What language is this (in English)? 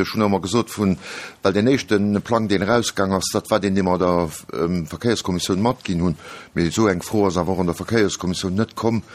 Luxembourgish